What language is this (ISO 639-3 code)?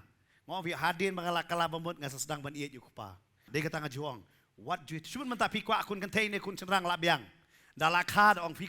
kha